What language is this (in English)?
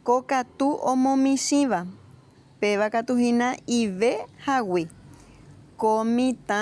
Guarani